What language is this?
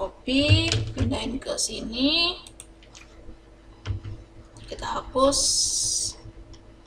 Indonesian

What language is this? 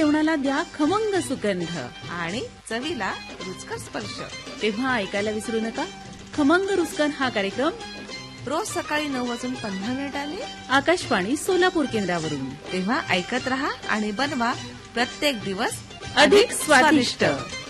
Marathi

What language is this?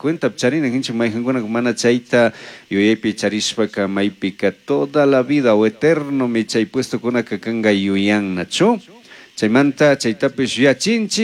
Chimborazo Highland Quichua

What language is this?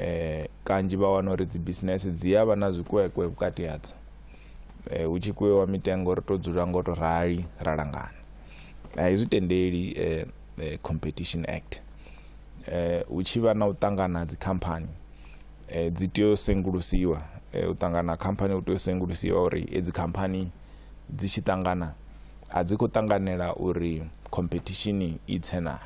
Venda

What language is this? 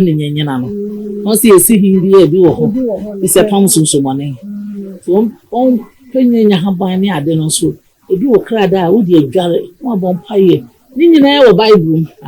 Akan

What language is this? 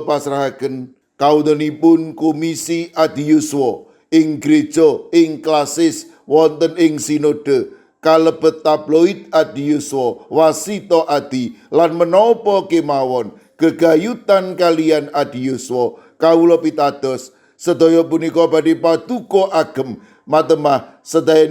Javanese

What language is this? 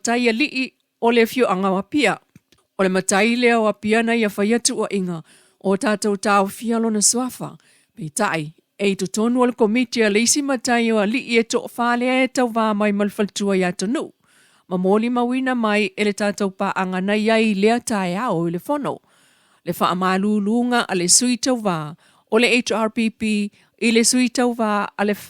Samoan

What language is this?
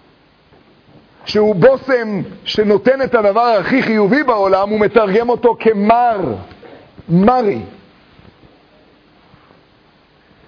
Hebrew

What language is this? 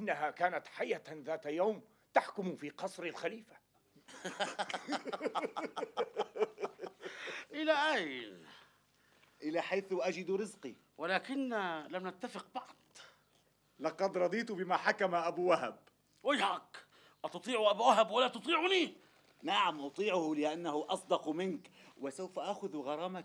Arabic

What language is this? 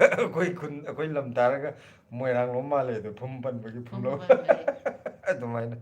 Manipuri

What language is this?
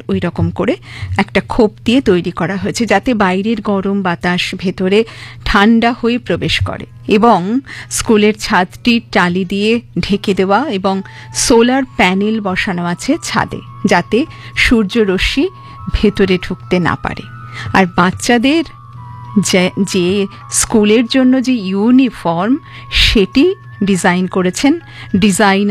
Bangla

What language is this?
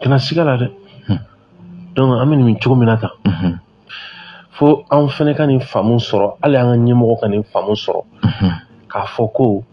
Bambara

